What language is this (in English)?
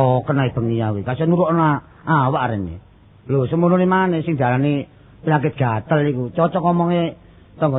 Javanese